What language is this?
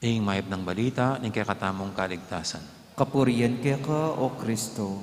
Pampanga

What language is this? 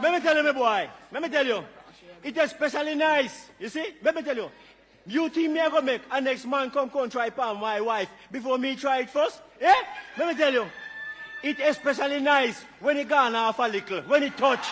Jamaican Creole English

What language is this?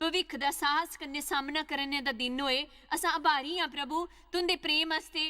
Dogri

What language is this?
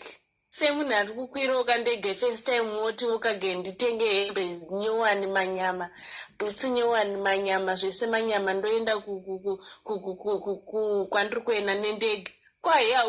Shona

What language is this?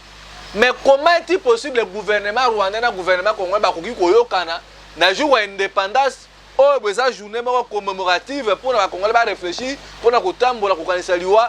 Lingala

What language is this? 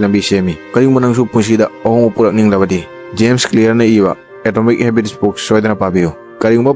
Manipuri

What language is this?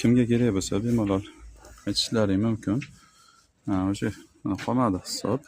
Uzbek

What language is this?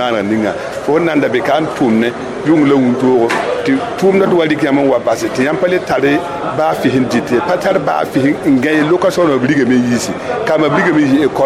Mossi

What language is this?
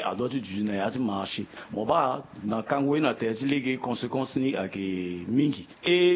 Sango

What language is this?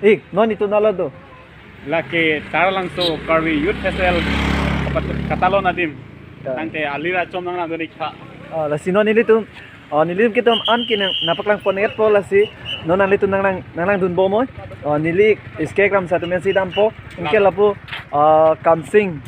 Karbi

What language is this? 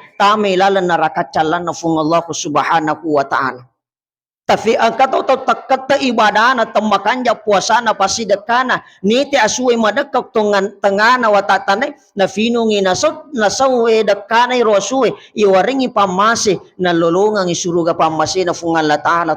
Buginese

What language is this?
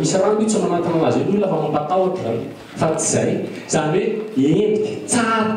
Malagasy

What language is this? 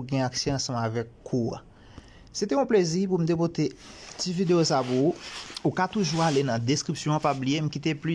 Haitian Creole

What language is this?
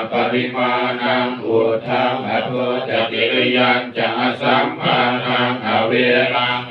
Pali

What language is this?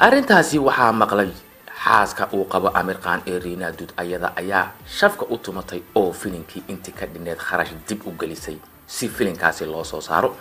Somali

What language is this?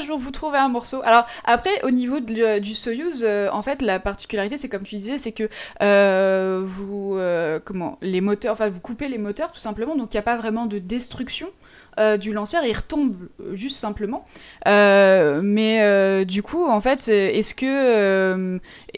French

